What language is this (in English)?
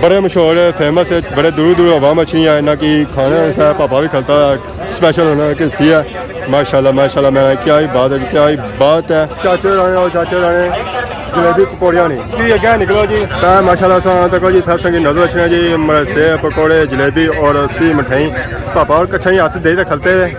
Pahari-Potwari